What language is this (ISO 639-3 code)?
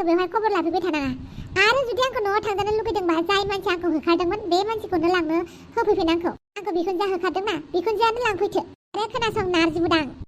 brx